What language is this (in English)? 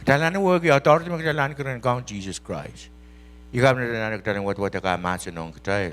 Pohnpeian